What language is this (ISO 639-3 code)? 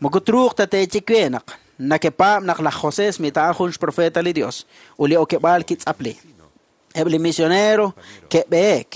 kek